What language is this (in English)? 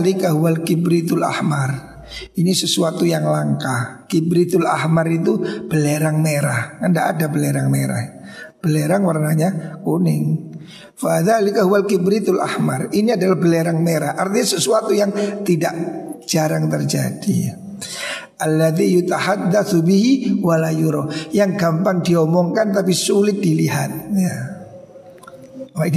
Indonesian